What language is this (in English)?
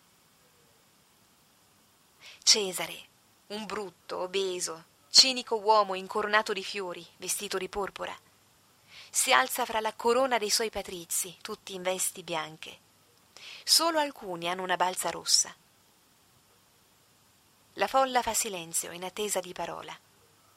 Italian